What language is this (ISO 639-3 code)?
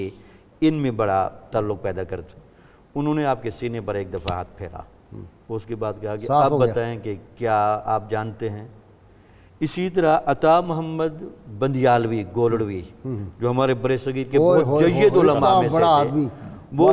urd